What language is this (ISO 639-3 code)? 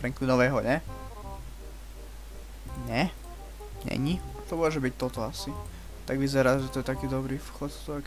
slk